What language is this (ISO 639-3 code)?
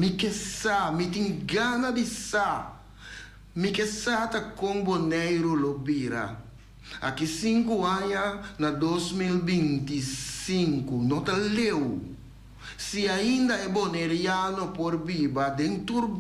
pap